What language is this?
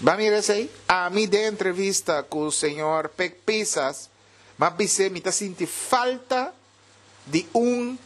Papiamento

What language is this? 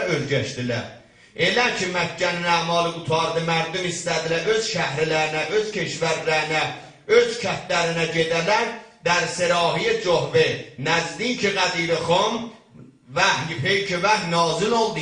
South Azerbaijani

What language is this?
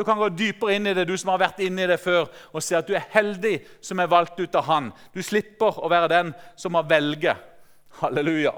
Norwegian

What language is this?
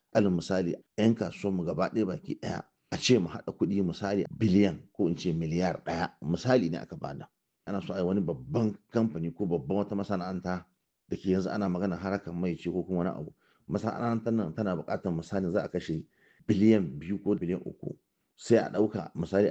Hausa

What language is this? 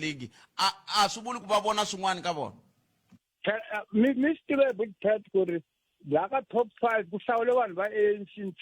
Tsonga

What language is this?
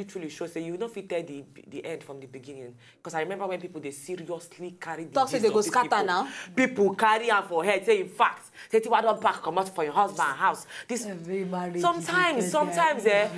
Nigerian Pidgin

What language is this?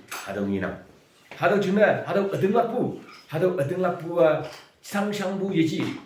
Konyak Naga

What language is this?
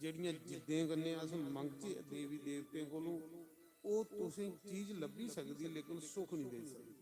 Dogri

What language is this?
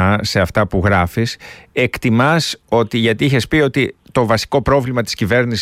Greek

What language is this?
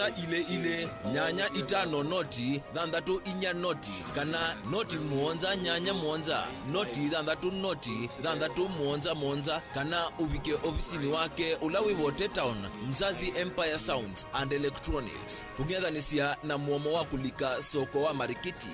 Kamba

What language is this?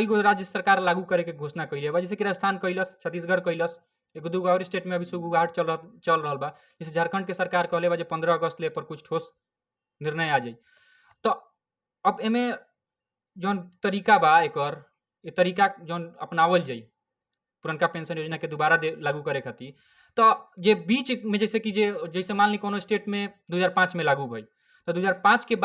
Bhojpuri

